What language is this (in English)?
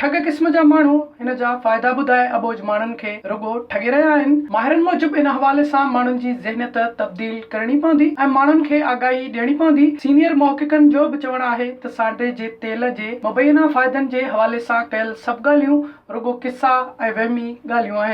Sindhi